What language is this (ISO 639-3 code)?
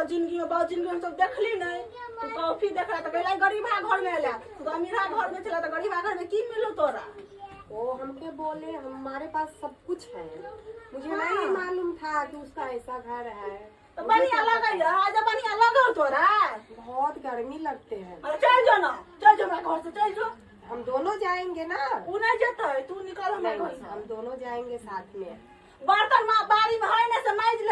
mai